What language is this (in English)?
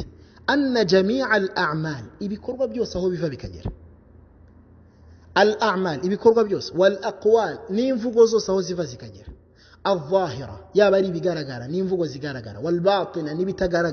Kinyarwanda